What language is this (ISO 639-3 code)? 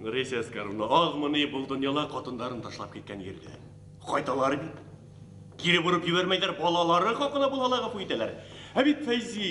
bak